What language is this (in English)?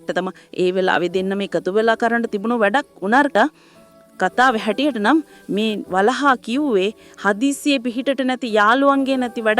Sinhala